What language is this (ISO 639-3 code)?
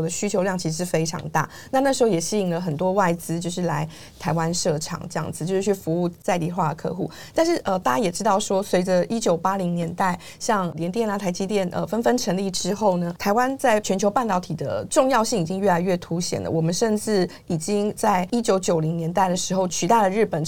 zho